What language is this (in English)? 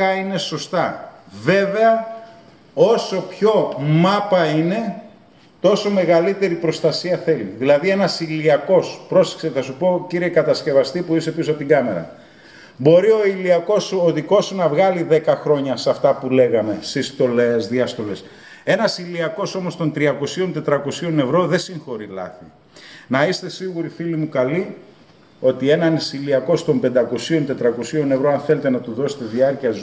Greek